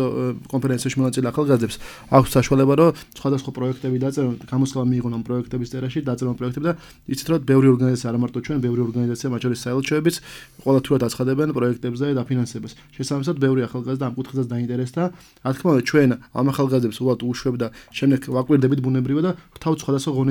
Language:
Georgian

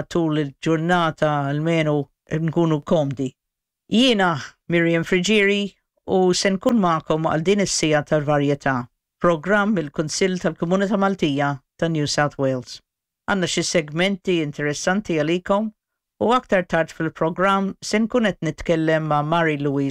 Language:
Maltese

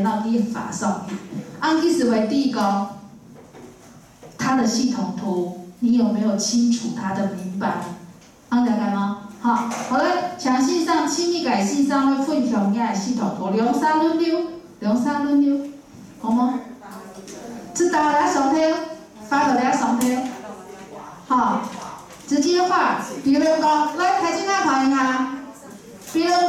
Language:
Chinese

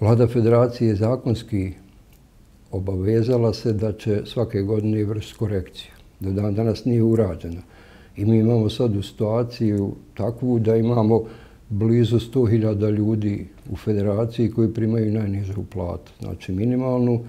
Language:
Bosnian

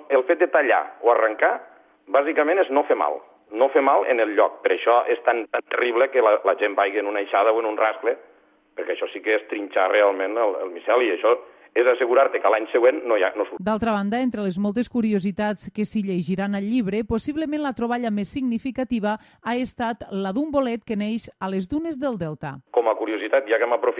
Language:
Catalan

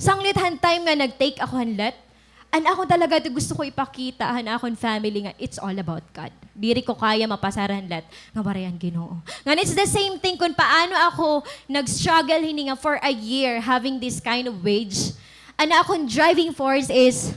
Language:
Waray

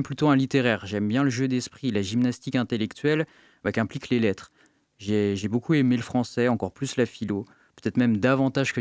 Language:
French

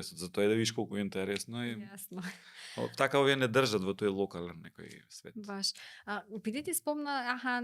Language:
Macedonian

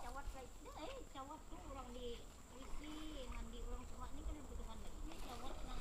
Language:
Banjar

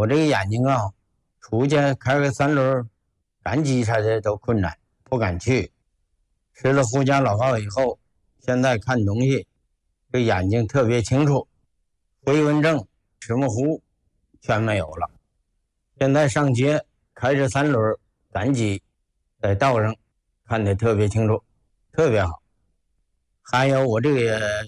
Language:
Chinese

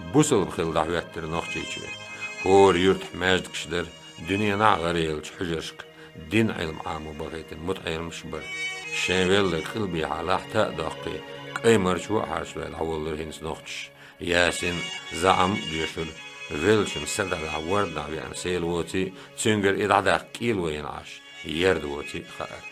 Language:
Chechen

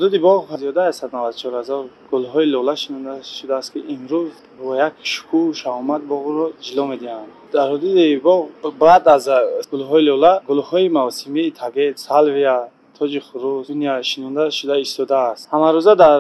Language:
Tajik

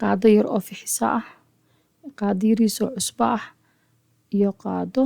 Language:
Somali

